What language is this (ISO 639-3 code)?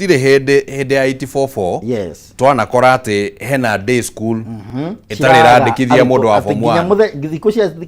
kik